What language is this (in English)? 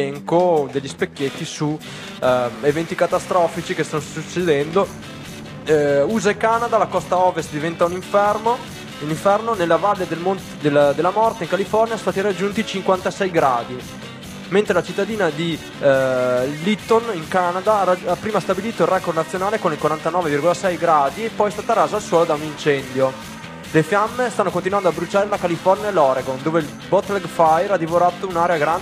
Italian